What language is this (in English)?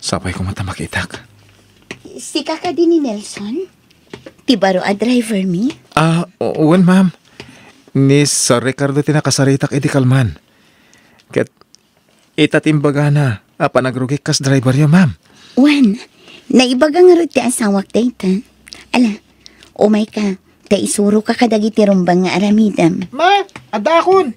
Iloko